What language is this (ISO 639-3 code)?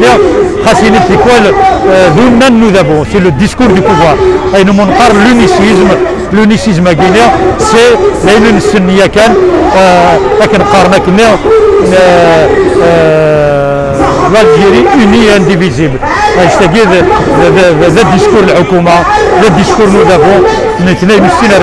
kab